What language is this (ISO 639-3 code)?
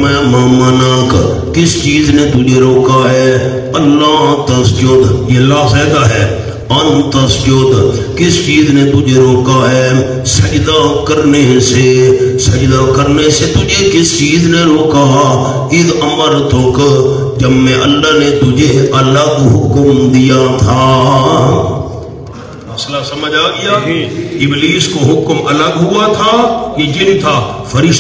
urd